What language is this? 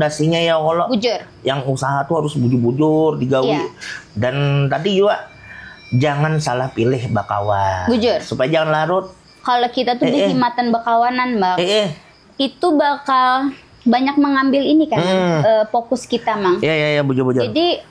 Banjar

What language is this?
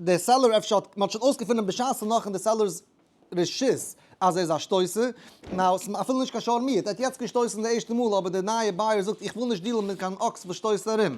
Yiddish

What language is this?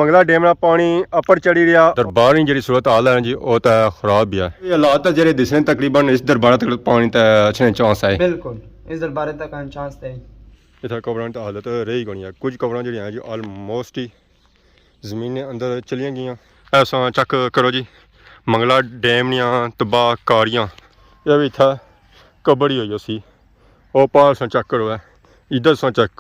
Pahari-Potwari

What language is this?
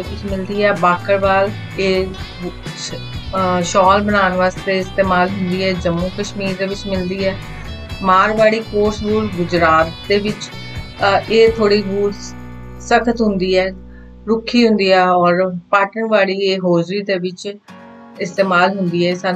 Punjabi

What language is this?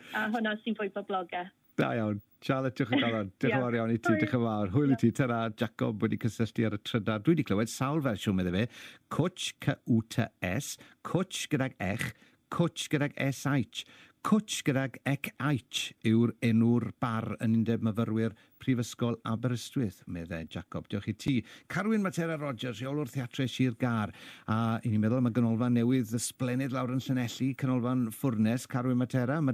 Welsh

